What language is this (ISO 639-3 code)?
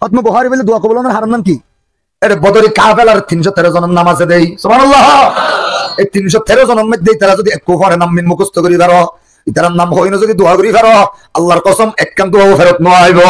rhg